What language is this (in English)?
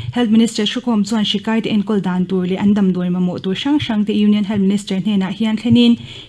Mizo